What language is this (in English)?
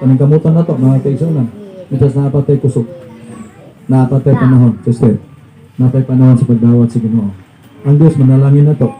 Cebuano